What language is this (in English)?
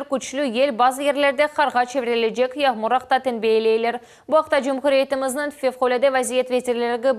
Crimean Tatar